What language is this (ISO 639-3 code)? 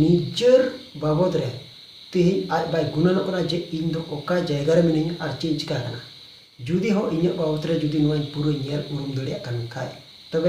sat